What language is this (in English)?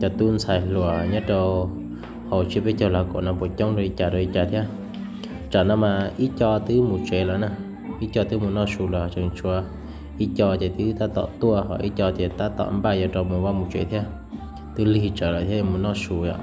Hmong